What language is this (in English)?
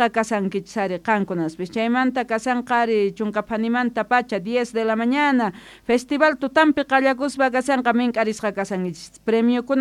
South Bolivian Quechua